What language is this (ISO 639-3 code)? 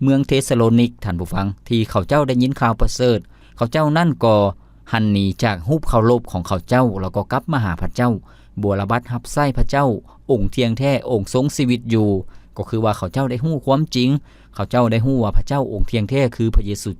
lao